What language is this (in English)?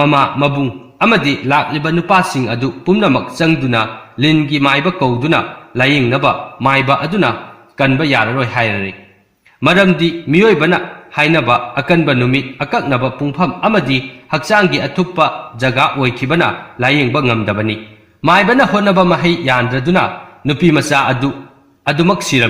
Manipuri